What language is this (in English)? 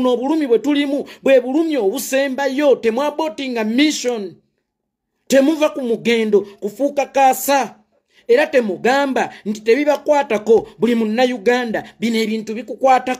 Ganda